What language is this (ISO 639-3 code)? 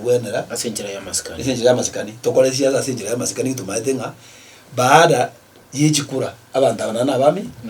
guz